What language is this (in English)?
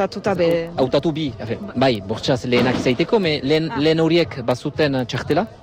Basque